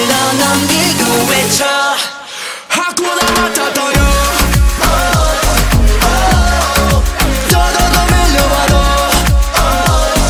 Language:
Korean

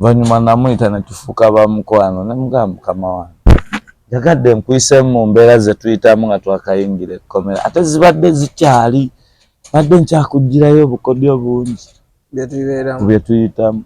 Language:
Ganda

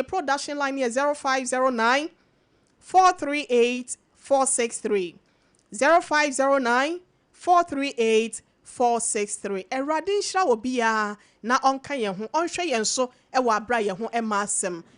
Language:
Akan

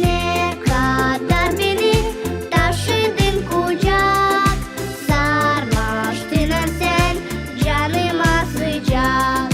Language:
Gagauz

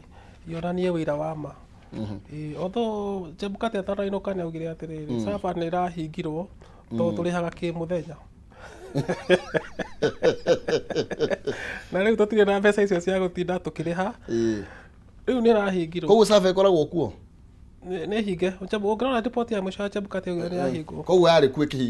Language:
Kikuyu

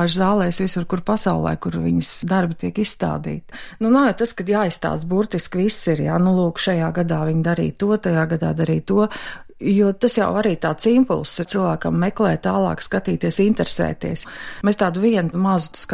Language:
Latvian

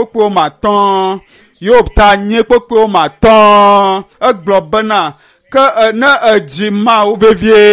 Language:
Ewe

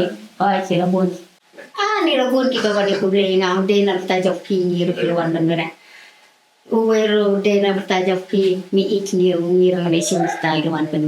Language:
Khasi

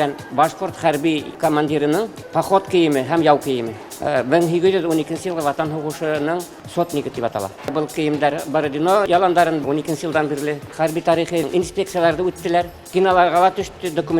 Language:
Bashkir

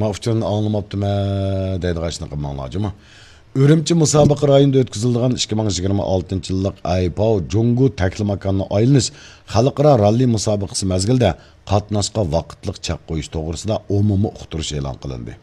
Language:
Uyghur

